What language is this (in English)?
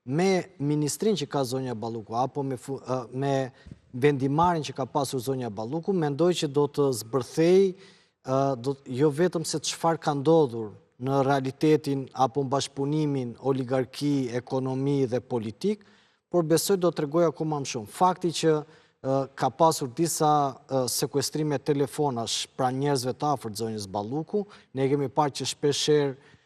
Albanian